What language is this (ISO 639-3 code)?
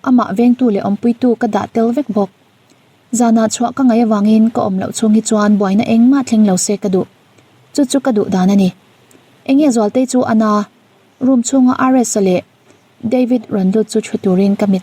lus